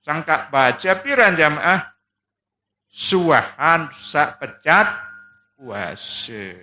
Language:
Sasak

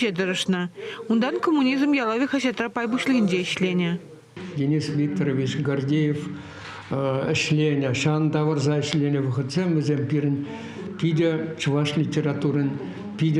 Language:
Chuvash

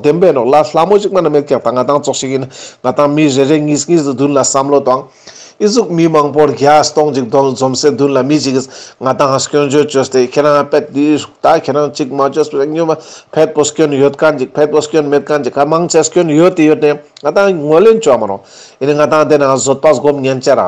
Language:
Ladakhi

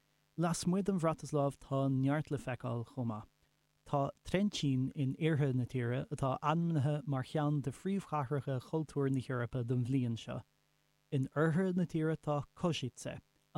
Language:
Irish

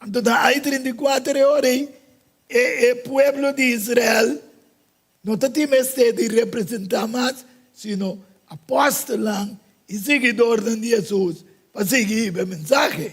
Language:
Papiamento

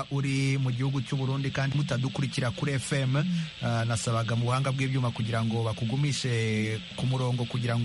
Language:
Kinyarwanda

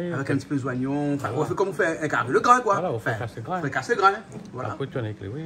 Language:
Réunion Creole French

